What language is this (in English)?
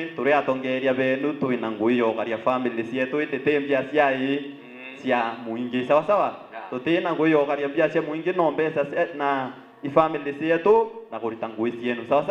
Meru